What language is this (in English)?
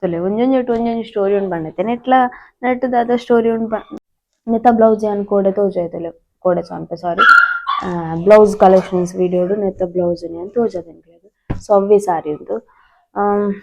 Tulu